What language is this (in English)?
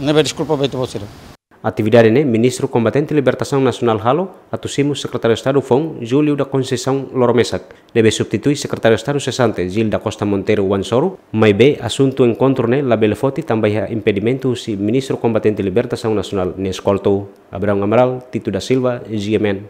Tetum